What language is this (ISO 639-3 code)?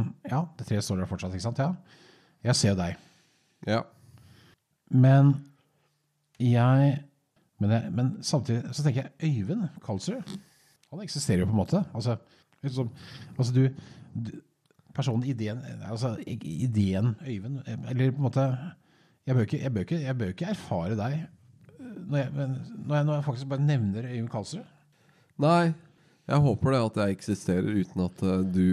nor